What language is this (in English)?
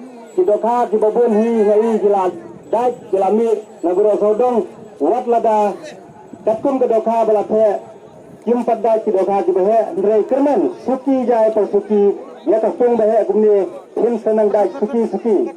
Khasi